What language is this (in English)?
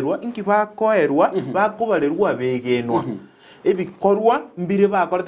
Gusii